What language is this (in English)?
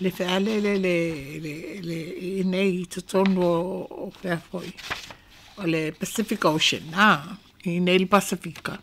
Samoan